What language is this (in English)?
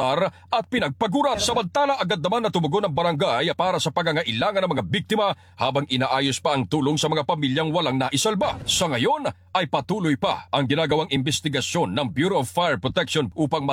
Filipino